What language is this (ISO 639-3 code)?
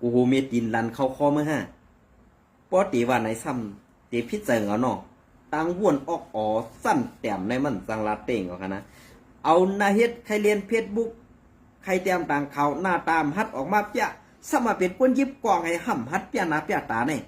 shn